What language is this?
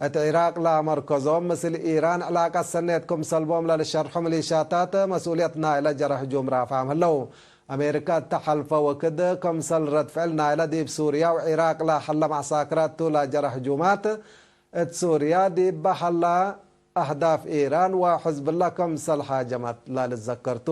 Tigre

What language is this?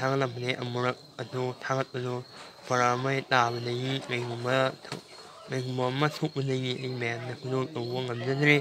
Manipuri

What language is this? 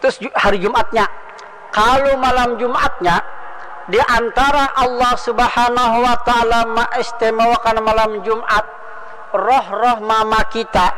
Banjar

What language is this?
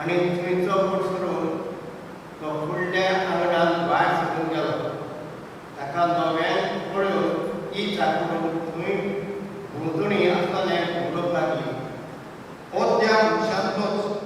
Konkani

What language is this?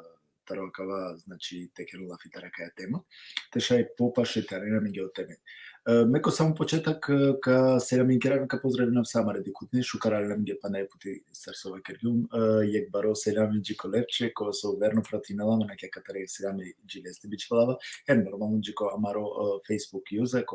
Balkan Romani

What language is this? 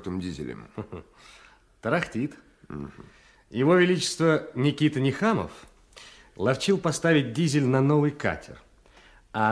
Russian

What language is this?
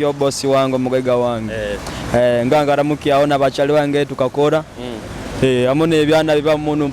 Nyoro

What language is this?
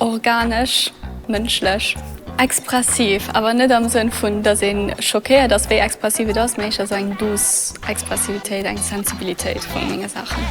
Luxembourgish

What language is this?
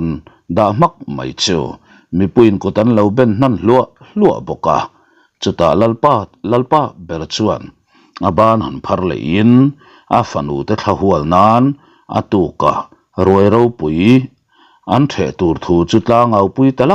Mizo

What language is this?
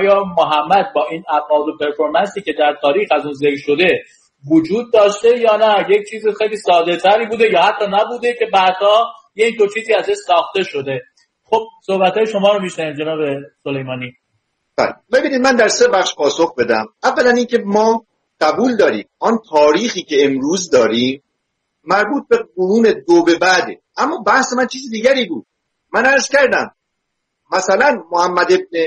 Persian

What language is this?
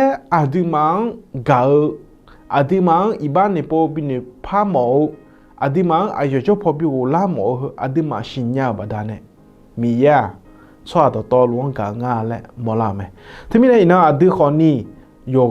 Akha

